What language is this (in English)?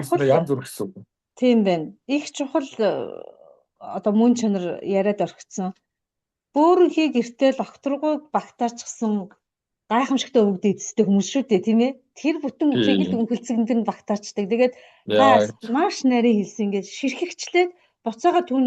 Mongolian